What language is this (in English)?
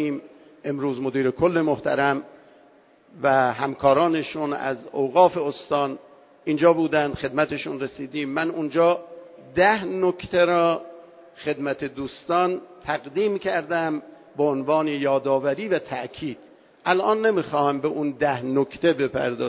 Persian